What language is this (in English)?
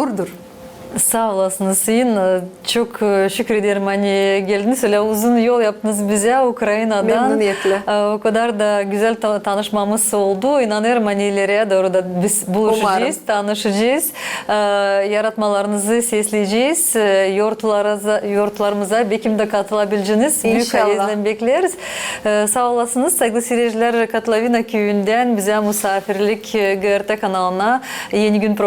Gagauz